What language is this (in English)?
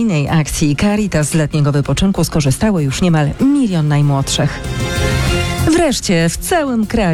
Polish